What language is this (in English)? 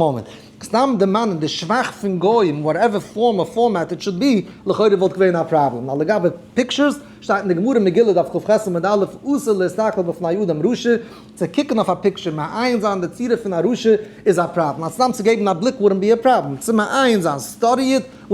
Yiddish